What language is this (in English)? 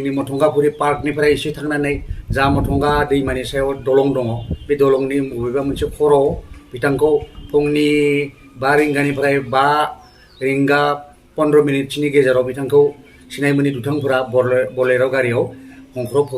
Bodo